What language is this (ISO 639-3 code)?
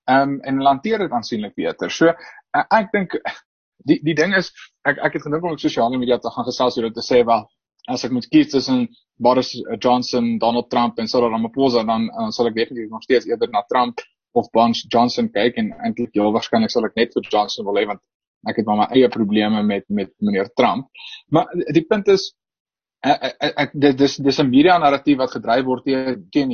afr